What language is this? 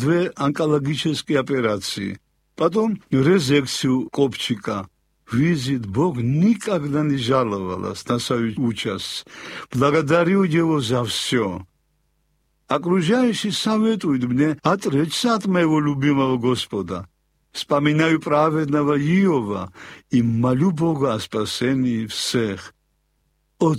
Russian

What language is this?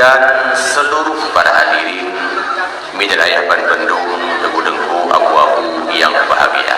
Achinese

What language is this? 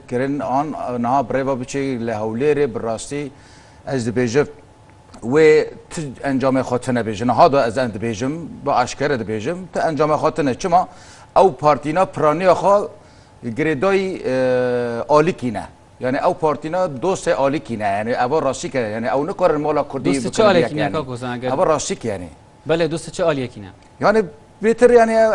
Kurdish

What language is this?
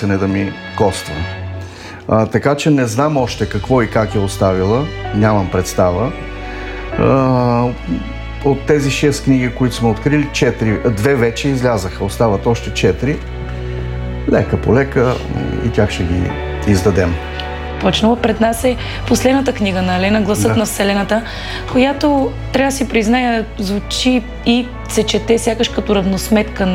Bulgarian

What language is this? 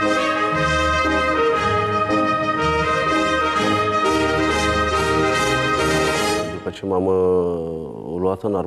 Romanian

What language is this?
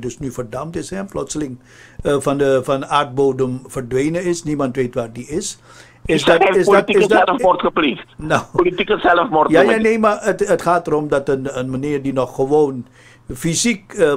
Dutch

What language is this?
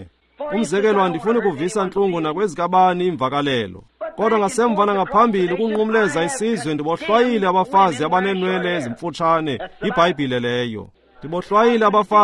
Xhosa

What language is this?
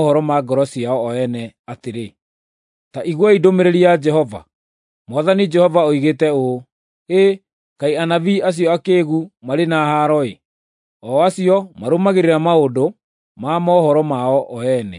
Kikuyu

